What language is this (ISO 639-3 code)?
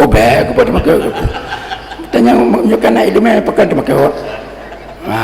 ace